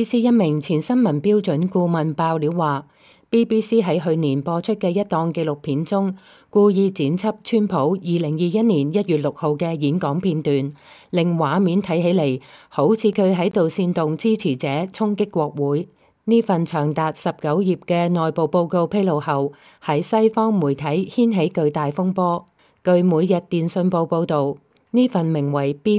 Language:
Cantonese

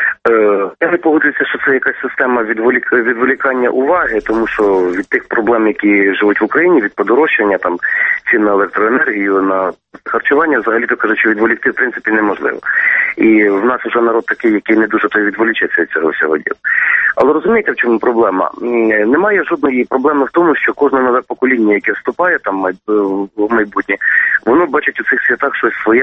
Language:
Ukrainian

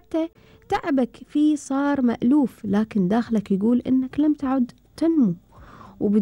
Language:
Gulf Arabic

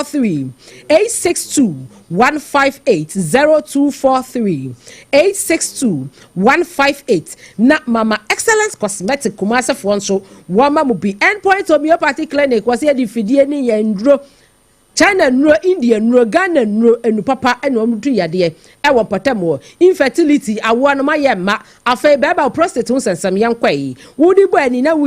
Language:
Akan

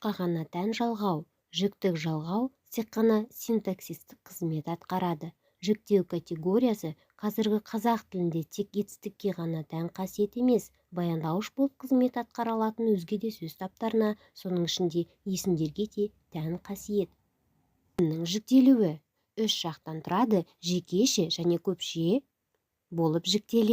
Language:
Kazakh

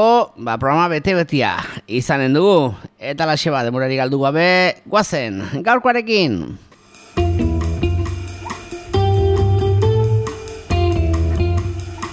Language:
Basque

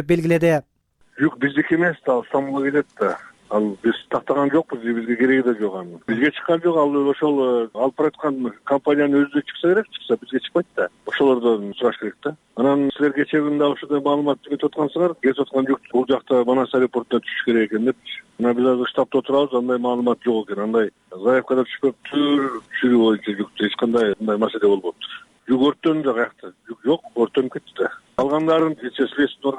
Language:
Kyrgyz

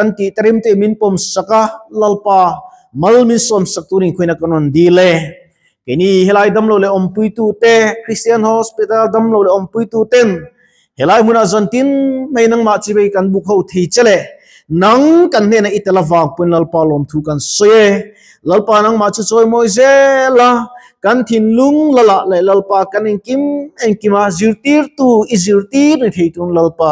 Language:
Mizo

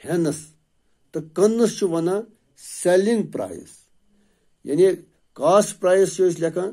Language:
Kashmiri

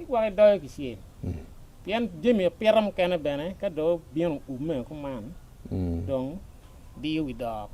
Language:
Acoli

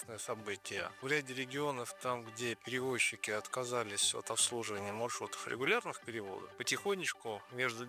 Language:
Russian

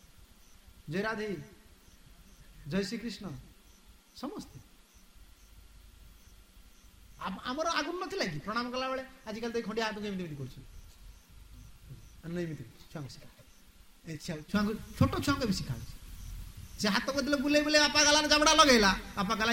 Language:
Odia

